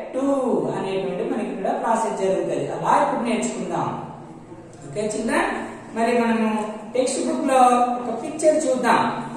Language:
Telugu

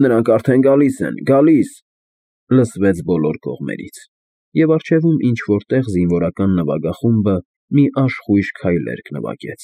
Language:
Armenian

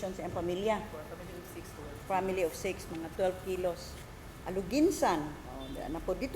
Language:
Cebuano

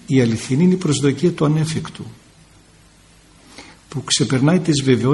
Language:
Greek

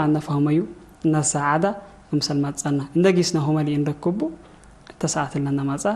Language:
Tigre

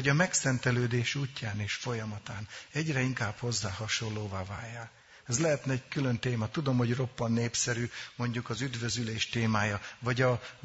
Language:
Hungarian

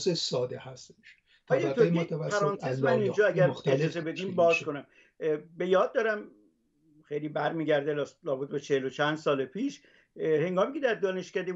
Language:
Persian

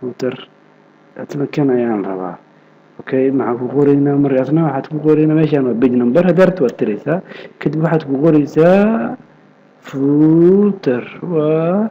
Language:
Somali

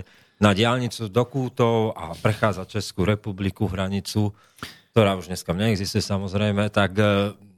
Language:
Slovak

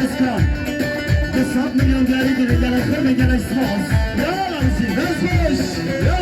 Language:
Kurdish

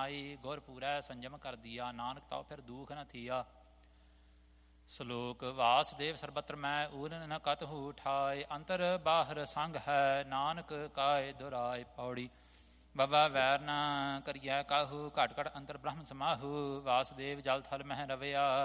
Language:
Punjabi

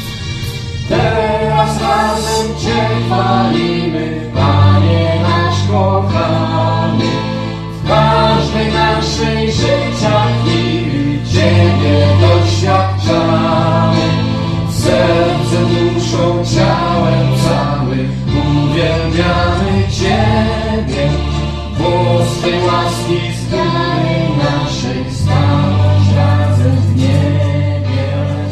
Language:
Polish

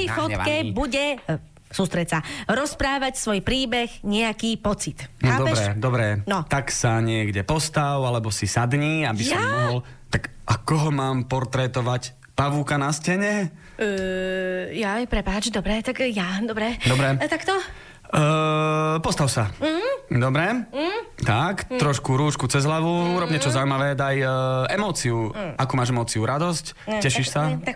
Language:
Slovak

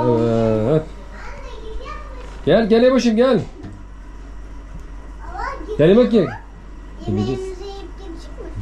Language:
Turkish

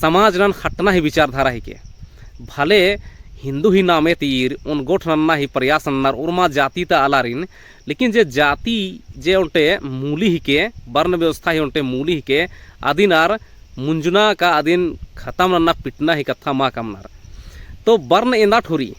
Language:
Kurukh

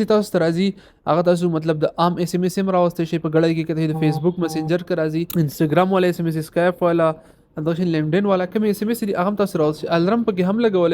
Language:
Pashto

